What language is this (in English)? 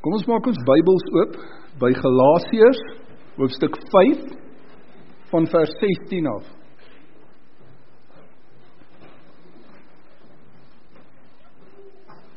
Afrikaans